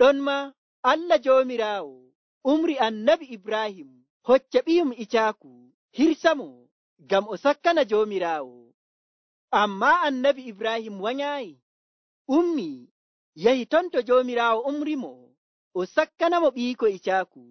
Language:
Nigerian Fulfulde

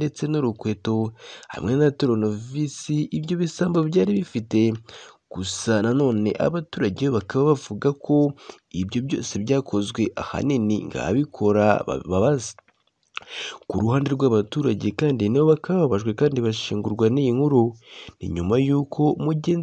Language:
Kinyarwanda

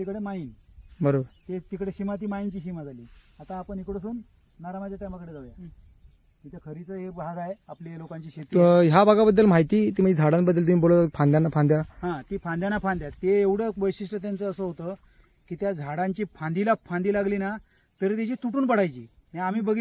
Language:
Marathi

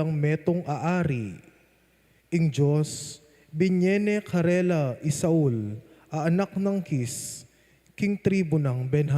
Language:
Pampanga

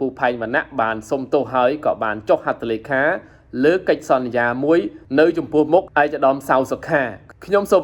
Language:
Khmer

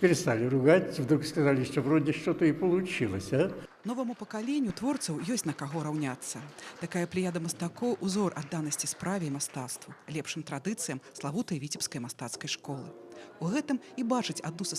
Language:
Belarusian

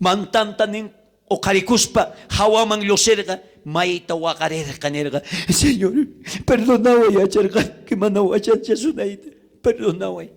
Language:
South Bolivian Quechua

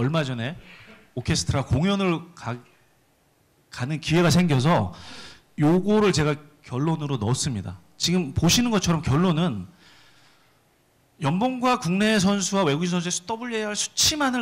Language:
Korean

